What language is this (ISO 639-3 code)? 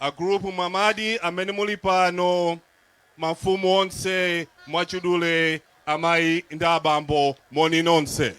nya